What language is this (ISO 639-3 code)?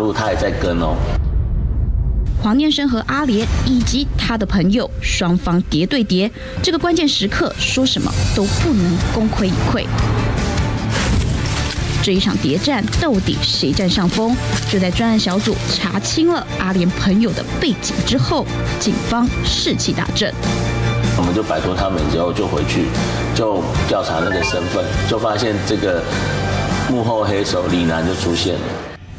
zho